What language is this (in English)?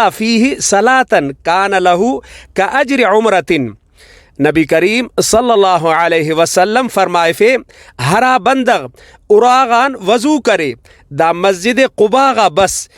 Brahui